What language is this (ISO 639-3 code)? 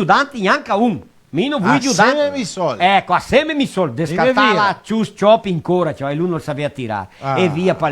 vec